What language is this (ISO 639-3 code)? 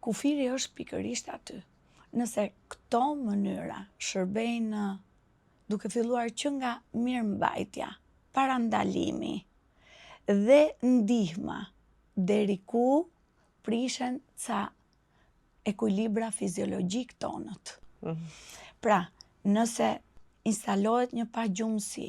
sqi